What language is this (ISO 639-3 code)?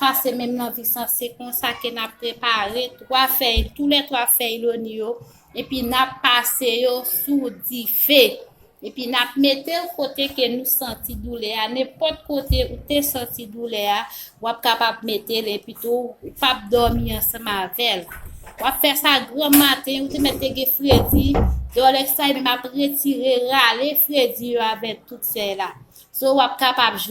hat